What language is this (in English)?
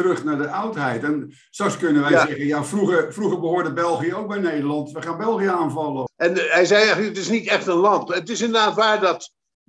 Dutch